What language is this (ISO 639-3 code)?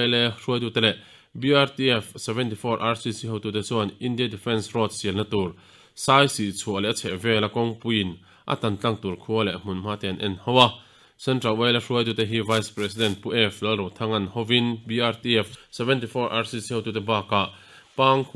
lus